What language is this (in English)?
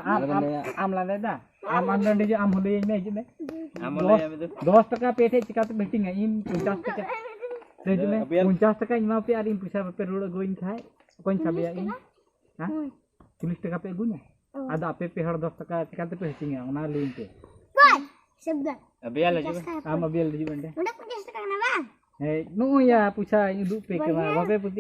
Santali